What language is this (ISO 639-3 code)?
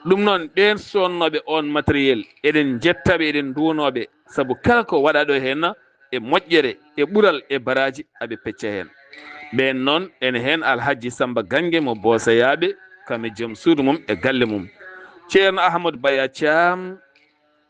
ful